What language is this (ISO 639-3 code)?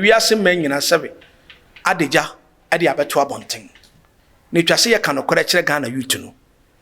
aka